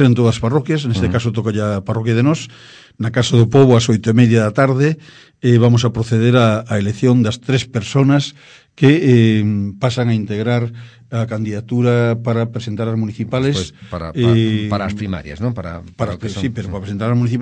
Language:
Galician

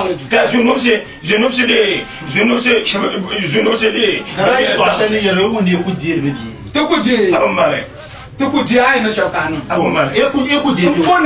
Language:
Dagbani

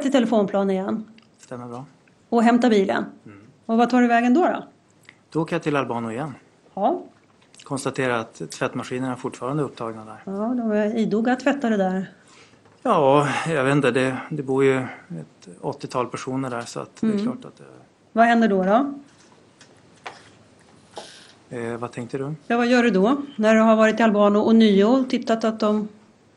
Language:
Swedish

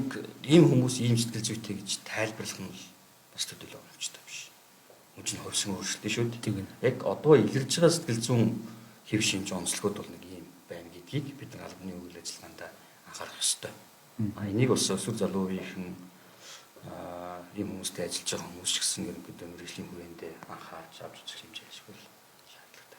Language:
Mongolian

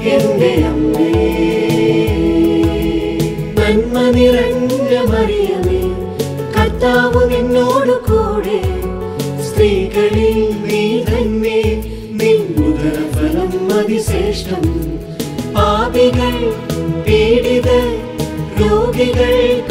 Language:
Malayalam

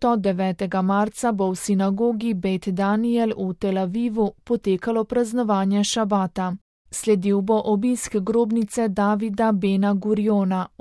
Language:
Slovenian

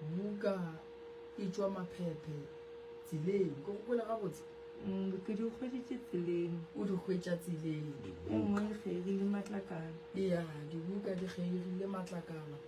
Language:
Northern Sotho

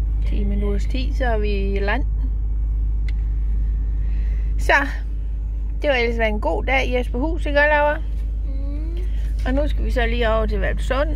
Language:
Danish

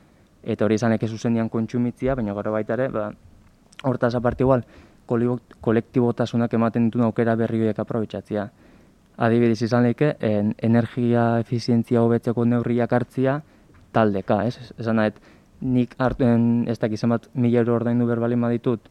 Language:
Basque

